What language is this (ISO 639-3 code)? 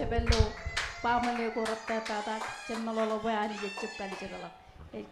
mah